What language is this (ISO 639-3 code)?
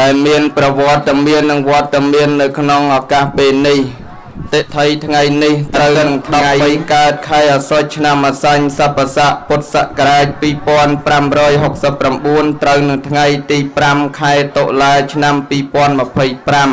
khm